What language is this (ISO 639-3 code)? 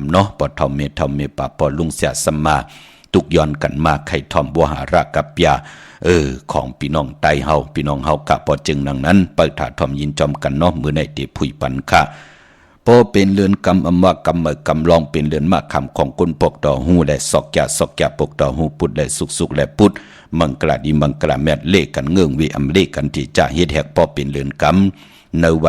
shn